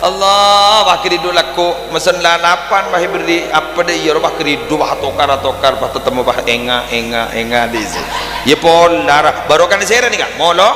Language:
Madurese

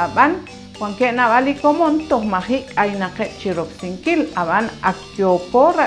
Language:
Kekchí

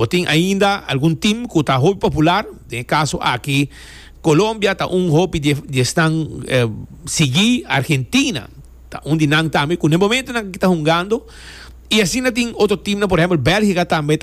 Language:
Papiamento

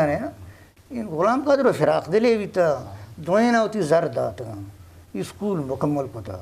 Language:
Eastern Balochi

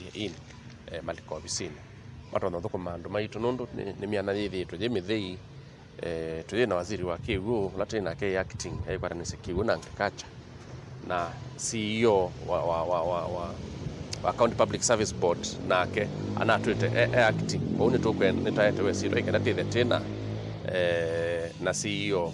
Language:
Kamba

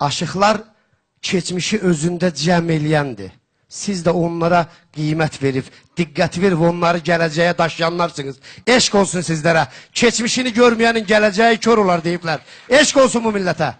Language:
Azerbaijani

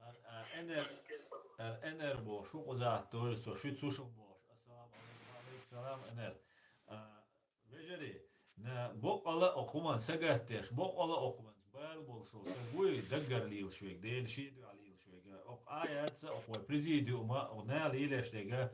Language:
Chechen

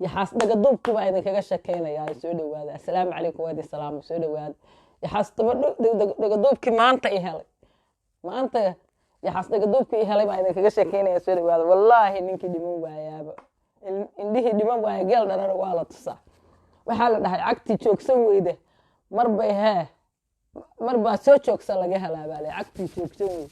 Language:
Somali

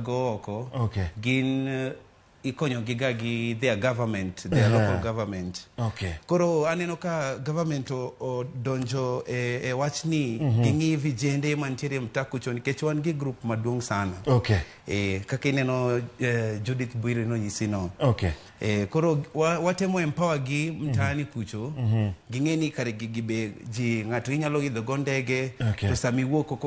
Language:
Luo (Kenya and Tanzania)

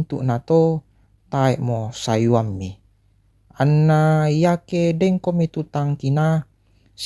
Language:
Toraja-Sa'dan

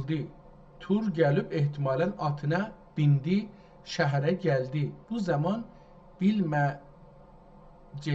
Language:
South Azerbaijani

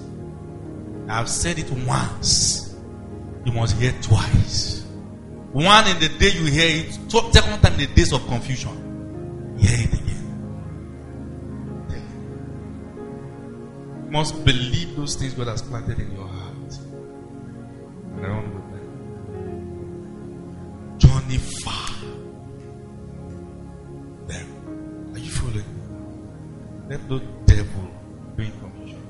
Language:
English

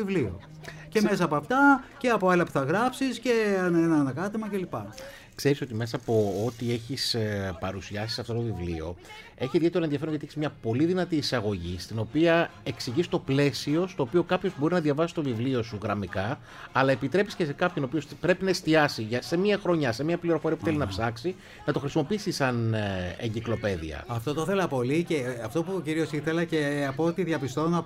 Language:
Greek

